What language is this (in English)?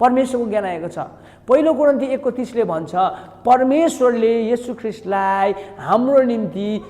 Nepali